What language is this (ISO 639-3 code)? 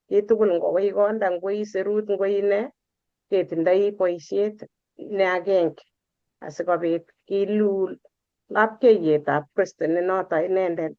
kln